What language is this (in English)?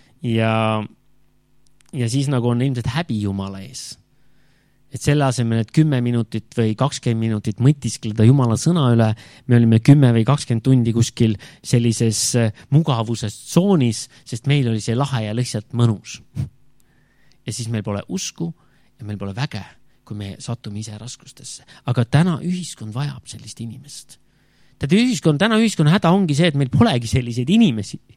Estonian